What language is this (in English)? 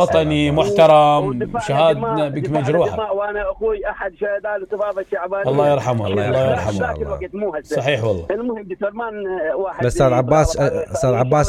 Mesopotamian Arabic